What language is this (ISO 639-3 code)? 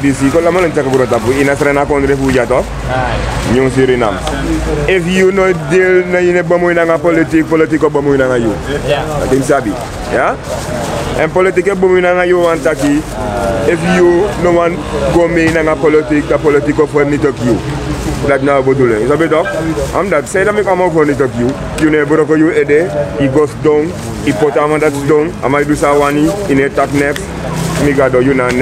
srn